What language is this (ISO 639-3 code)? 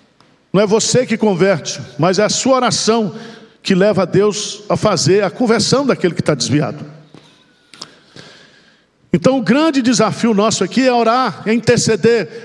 por